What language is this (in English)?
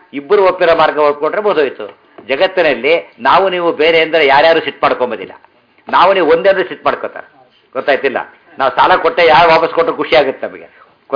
Kannada